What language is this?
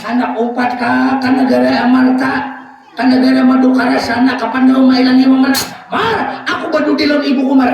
Banjar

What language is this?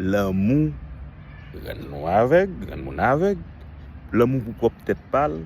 Haitian Creole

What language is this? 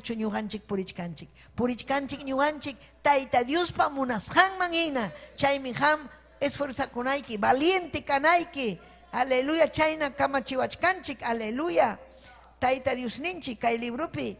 Ayacucho Quechua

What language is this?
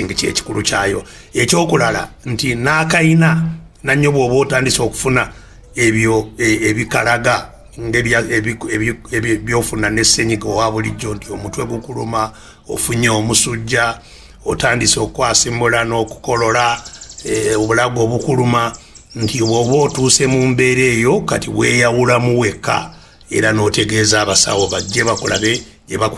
Ganda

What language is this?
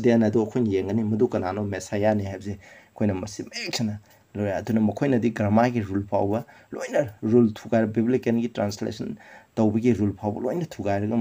Manipuri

